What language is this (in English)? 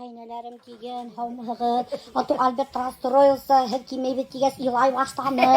Bashkir